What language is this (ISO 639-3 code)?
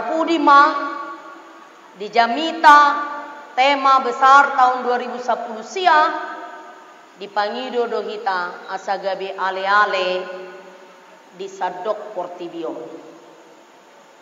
bbc